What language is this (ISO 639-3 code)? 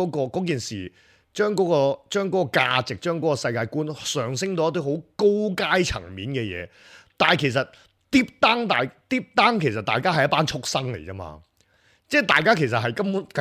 yue